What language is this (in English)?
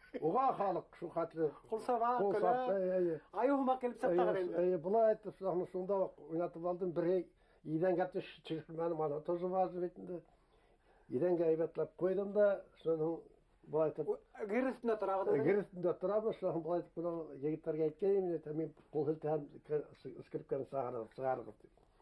Bashkir